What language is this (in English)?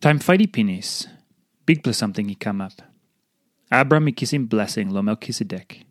Tok Pisin